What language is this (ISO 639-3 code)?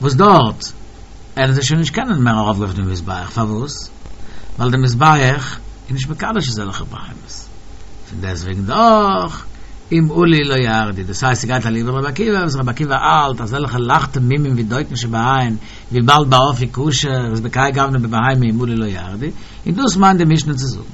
yid